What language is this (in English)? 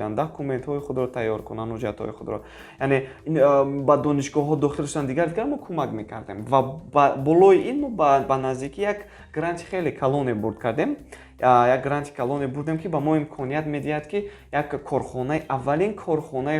Tajik